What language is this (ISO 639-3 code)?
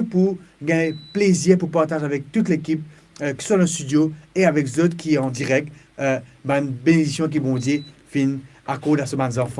mfe